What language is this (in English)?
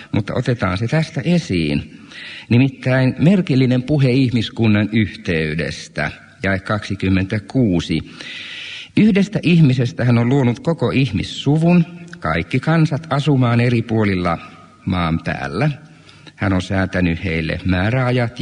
Finnish